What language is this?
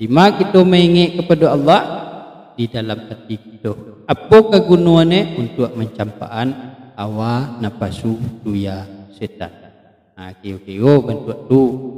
Minangkabau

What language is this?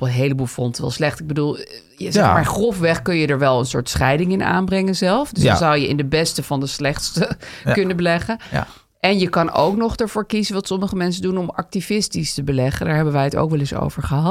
Dutch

